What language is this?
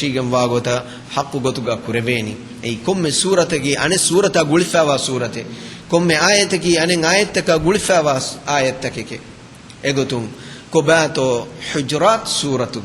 Divehi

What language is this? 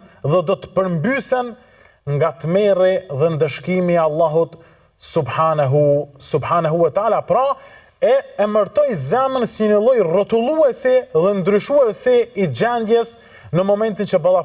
Albanian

